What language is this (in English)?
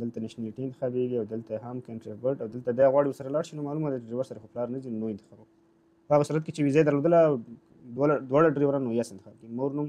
Pashto